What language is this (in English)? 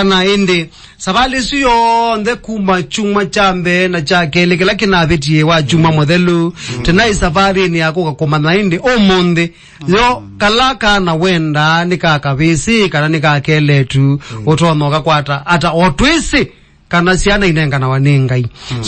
Kamba